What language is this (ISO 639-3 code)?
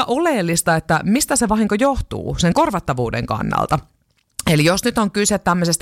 fin